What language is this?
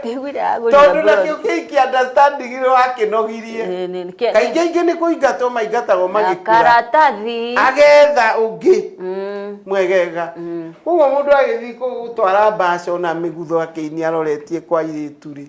Kikuyu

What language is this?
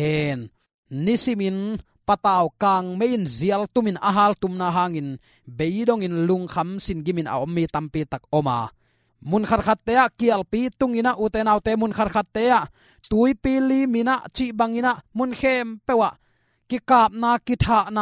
Tedim Chin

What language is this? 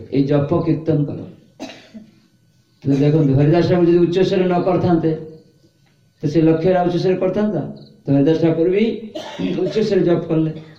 Odia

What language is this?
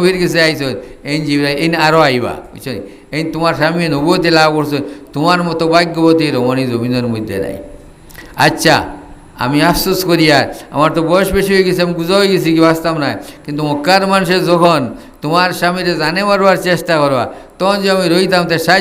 Sylheti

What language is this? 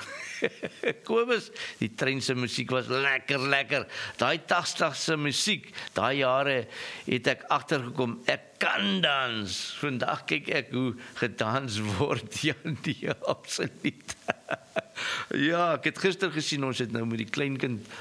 Afrikaans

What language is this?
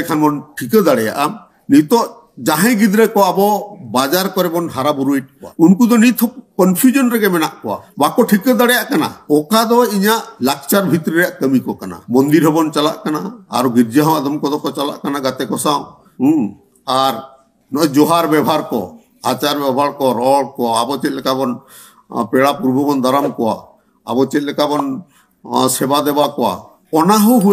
Santali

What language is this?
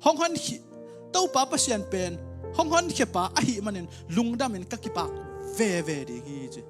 Tedim Chin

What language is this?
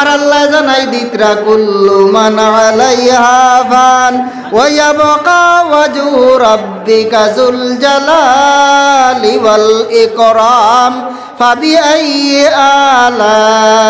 Sylheti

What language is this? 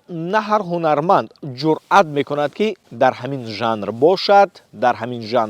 Tajik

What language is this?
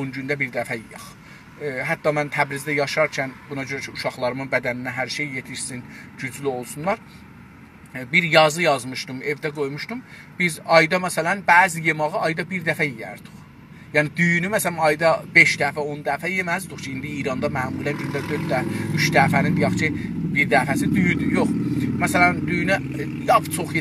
South Azerbaijani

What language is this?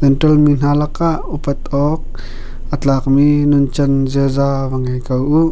Hakha Chin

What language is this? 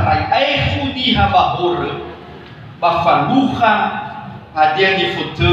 Nias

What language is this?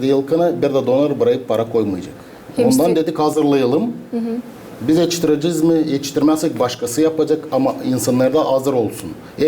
Gagauz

